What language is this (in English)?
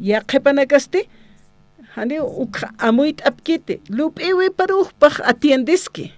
Aymara